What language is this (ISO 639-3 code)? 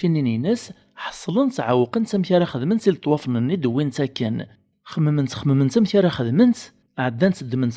kab